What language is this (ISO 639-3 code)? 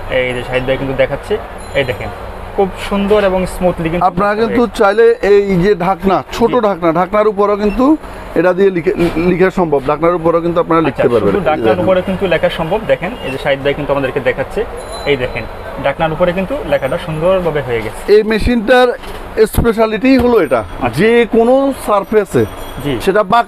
ben